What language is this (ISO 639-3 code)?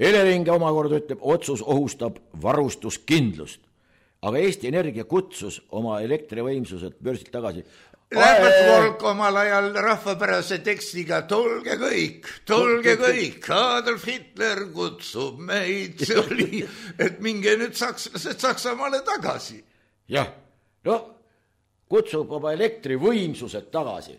est